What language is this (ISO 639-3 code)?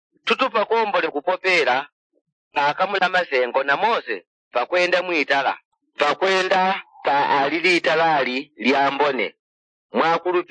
yao